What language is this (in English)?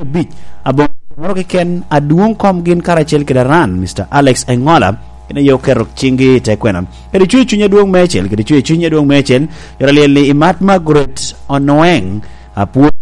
Lango (Uganda)